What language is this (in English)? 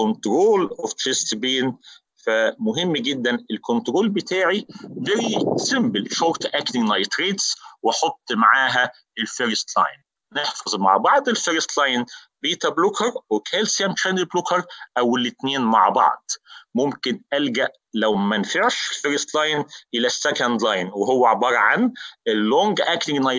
Egyptian Arabic